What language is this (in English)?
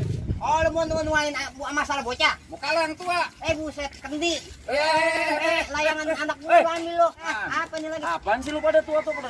Betawi